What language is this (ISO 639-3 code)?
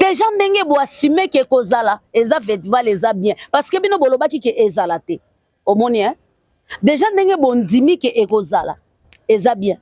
lin